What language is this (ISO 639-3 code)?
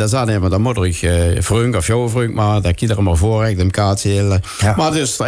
lim